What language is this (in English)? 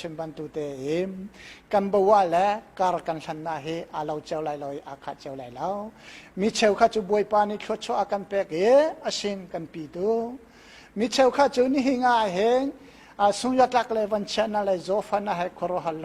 Hakha Chin